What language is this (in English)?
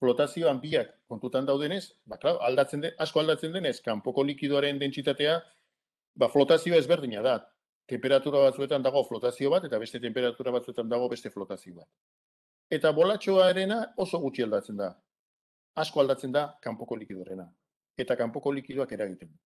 Basque